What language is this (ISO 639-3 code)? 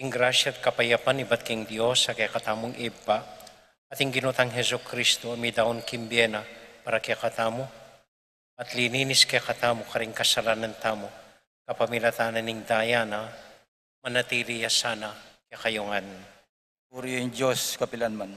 pam